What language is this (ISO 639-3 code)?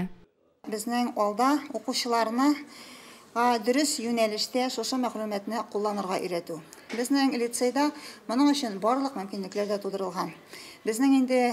tat